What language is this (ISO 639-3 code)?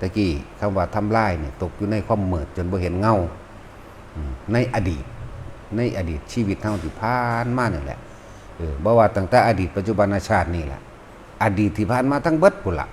lao